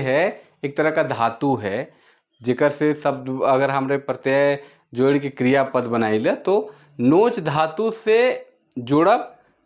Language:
Sadri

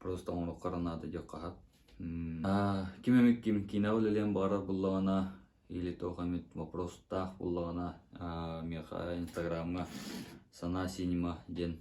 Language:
Yakut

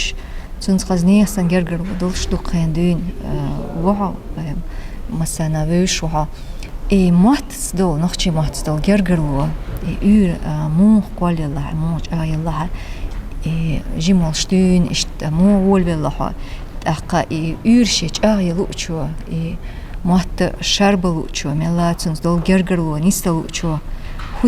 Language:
Chechen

